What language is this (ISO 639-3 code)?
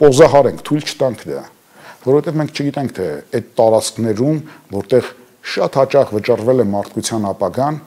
hye